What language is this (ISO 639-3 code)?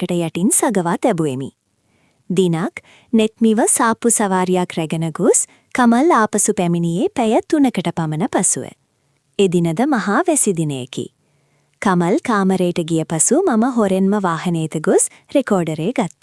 sin